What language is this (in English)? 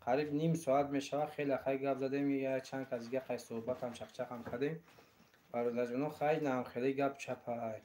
Tajik